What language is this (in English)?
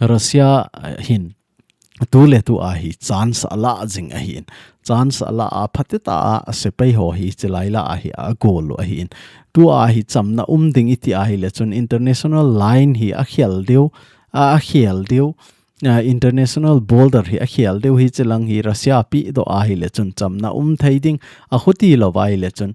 Thado Chin